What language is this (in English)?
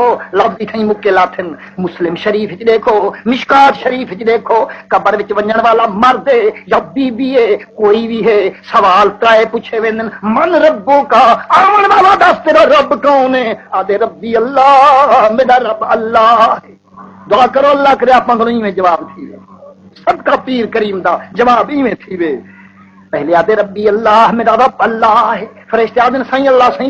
Saraiki